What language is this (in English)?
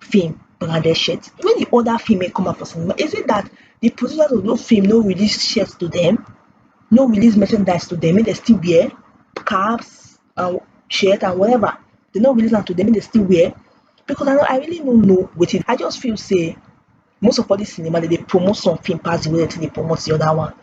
Nigerian Pidgin